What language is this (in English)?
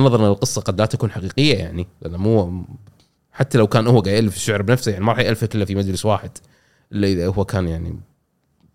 Gulf Arabic